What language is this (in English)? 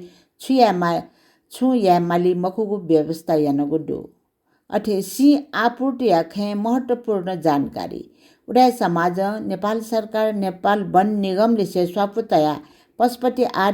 Newari